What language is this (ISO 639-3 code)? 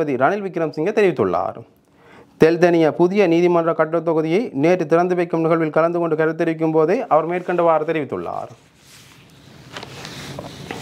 tam